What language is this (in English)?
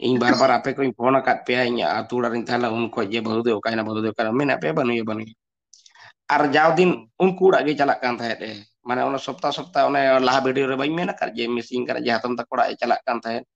Santali